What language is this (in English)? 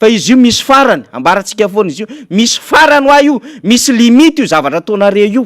Malagasy